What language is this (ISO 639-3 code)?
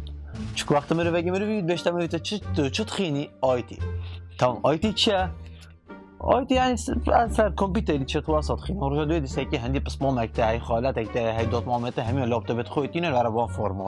kur